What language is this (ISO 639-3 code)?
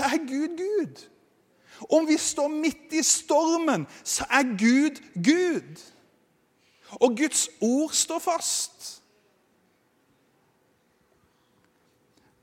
nor